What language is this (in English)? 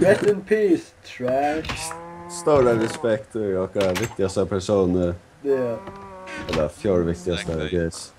Faroese